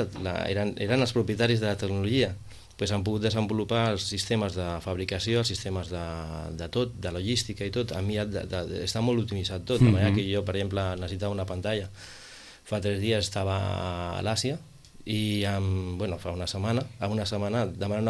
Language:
Catalan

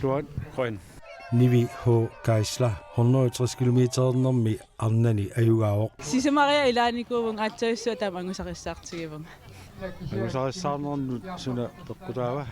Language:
Kalaallisut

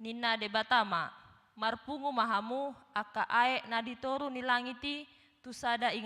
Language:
Batak Toba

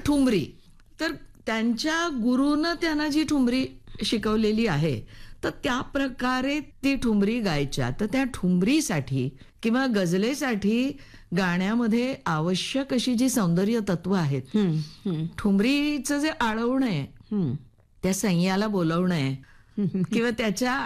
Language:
Marathi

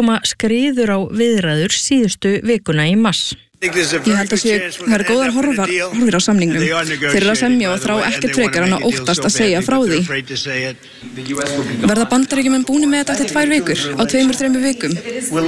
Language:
Icelandic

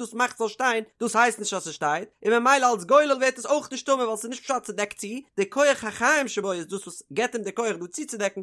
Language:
Yiddish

